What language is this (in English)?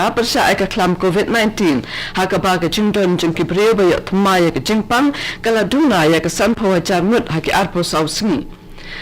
Khasi